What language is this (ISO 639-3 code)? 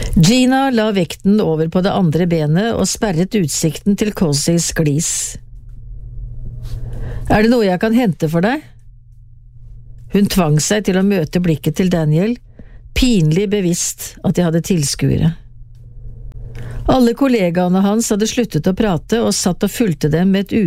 nor